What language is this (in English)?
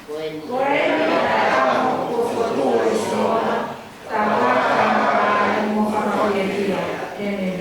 Tongan